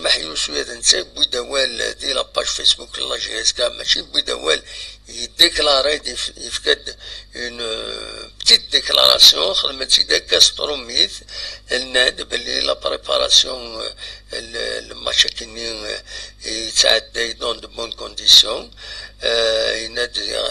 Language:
Kabyle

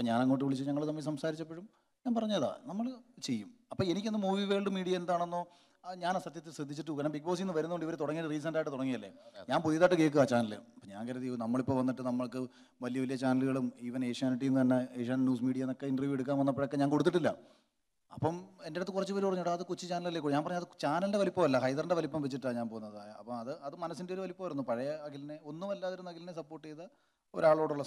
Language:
Malayalam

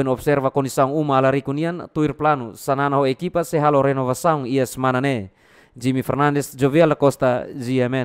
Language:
Tetum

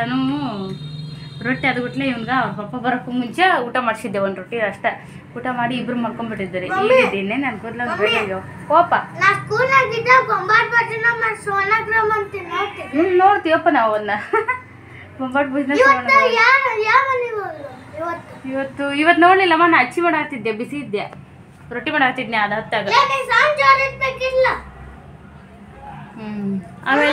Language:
Kannada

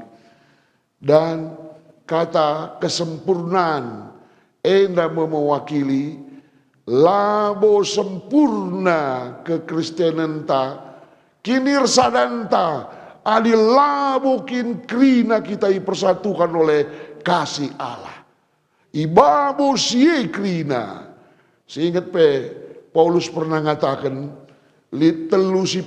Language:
Batak Karo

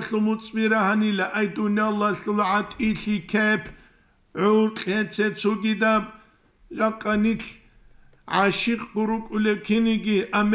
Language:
Avaric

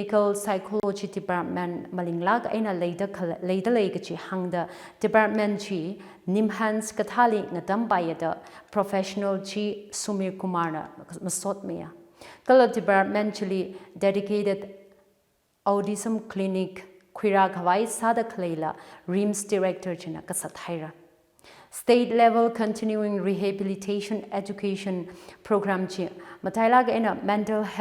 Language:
Tangkhul Naga (India)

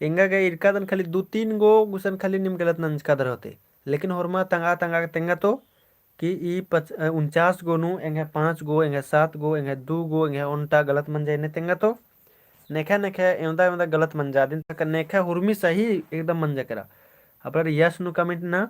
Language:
Kurukh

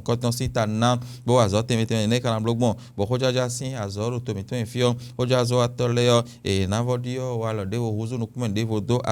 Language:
Fon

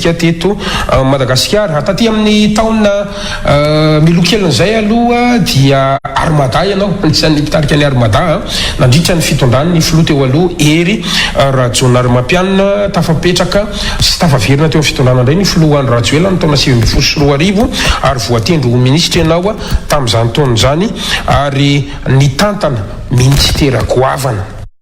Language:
Malagasy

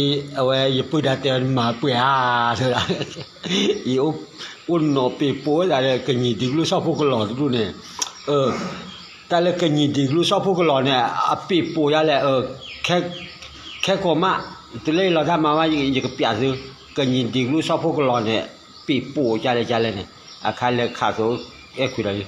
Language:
S'gaw Karen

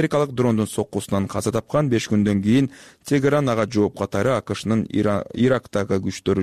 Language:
Kyrgyz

